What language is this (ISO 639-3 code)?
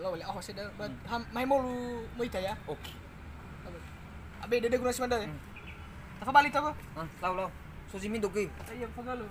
nia